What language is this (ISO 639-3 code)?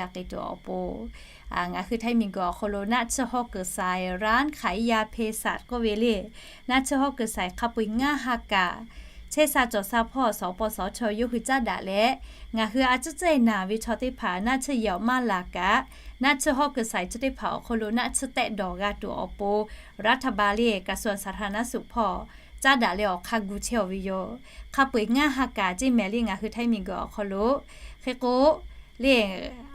lhu